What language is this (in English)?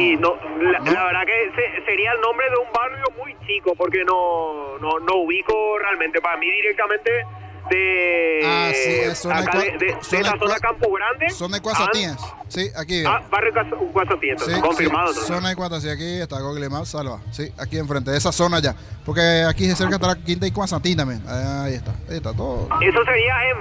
Spanish